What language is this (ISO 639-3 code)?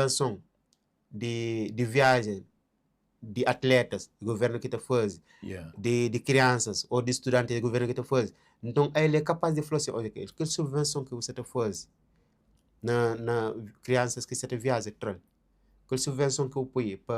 kea